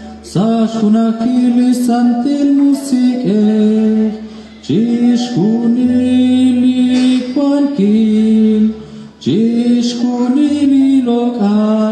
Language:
Kekchí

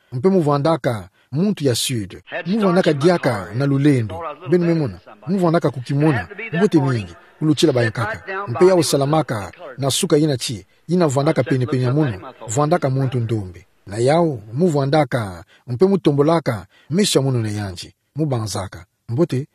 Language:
Kituba (Democratic Republic of Congo)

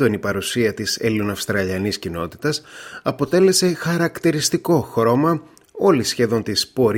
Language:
Greek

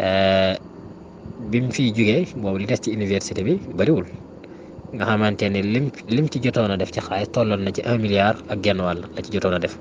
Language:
Wolof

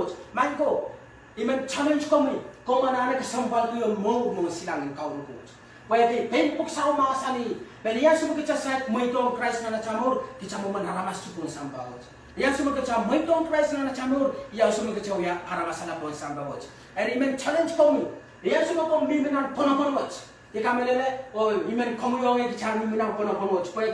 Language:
Pohnpeian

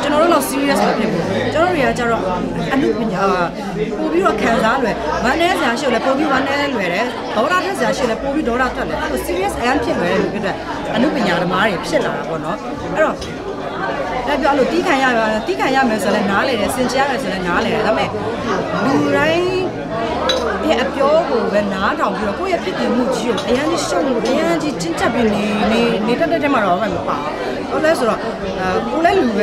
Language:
Burmese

